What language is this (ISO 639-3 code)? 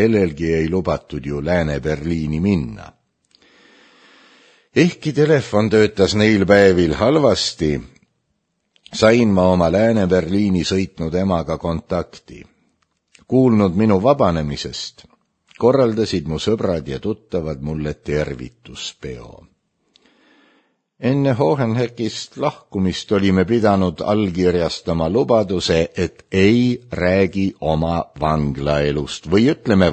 est